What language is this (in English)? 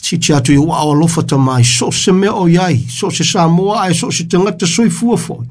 Samoan